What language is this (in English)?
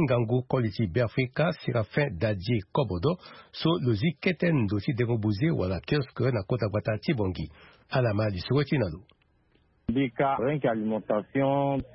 Sango